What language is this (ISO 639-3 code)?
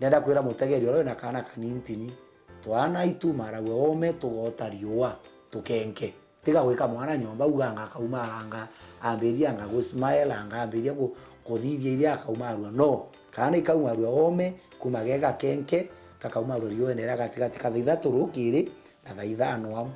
mer